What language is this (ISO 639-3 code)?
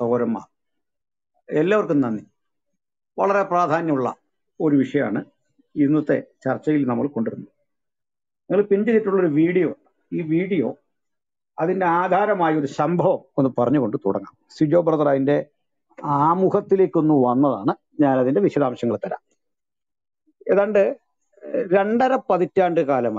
mal